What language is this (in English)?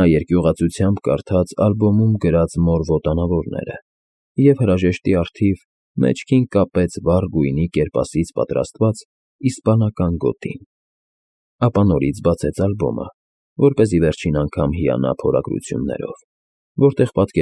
Armenian